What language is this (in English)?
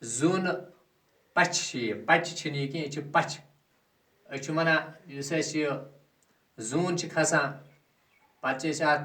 Kashmiri